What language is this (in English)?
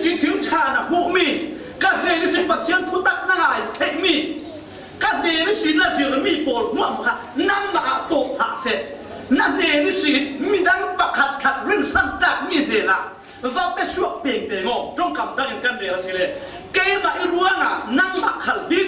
Falam Chin